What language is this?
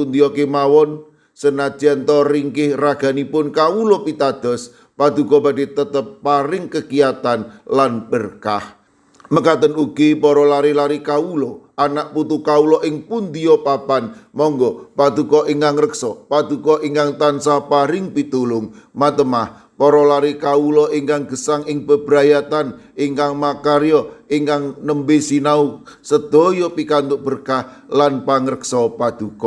Javanese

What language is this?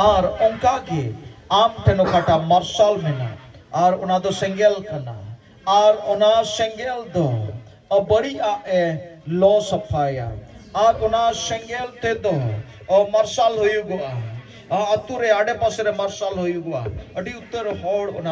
Santali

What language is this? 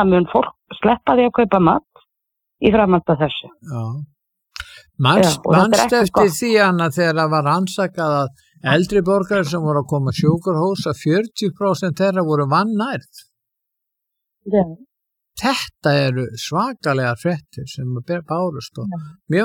Icelandic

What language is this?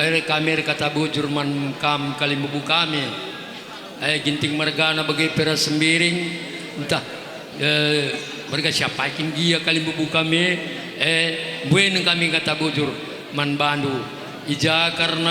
Batak Karo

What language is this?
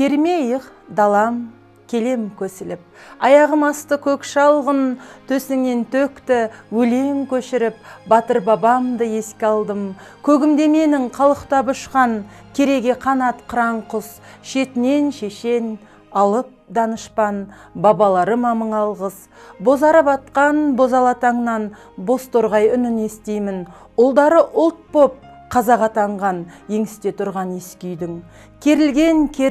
Kazakh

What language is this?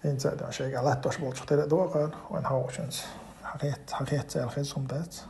Chechen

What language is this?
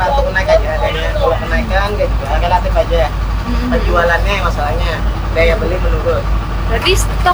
Indonesian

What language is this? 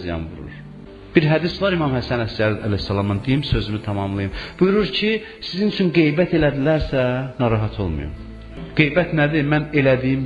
Azerbaijani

